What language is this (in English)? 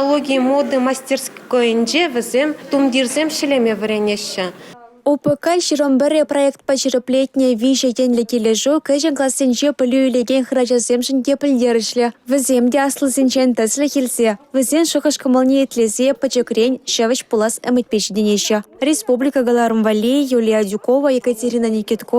Chuvash